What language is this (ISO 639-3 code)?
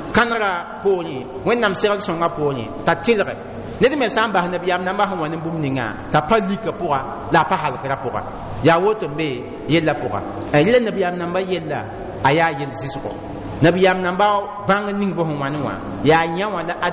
mos